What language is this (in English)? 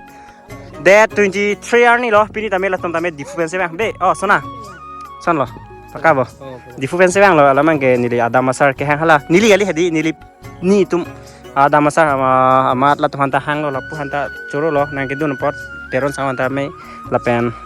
Karbi